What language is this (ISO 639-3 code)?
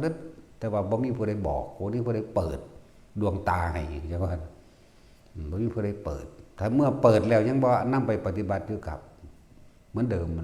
tts